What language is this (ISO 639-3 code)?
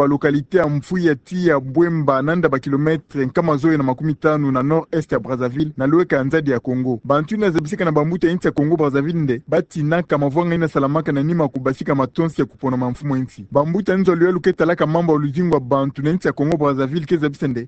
ktu